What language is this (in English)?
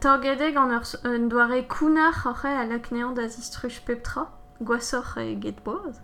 Breton